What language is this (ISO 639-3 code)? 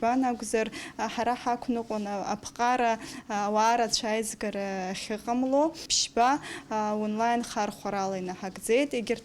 abk